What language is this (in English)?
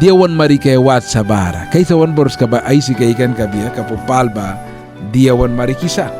Mískito